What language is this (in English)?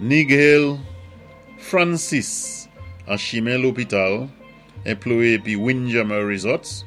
Saint Lucian Creole French